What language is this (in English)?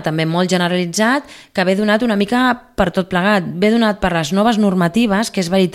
Catalan